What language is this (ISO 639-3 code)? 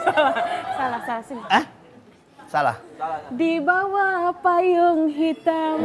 mui